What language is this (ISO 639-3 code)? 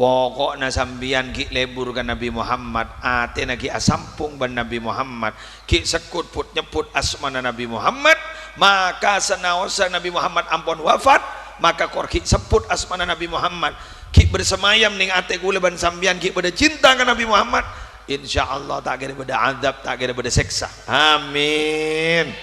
mad